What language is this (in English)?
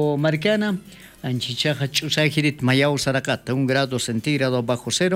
Aymara